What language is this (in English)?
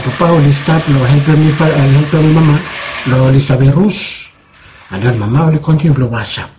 Bislama